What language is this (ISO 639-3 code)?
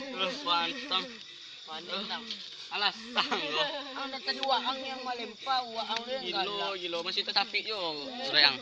min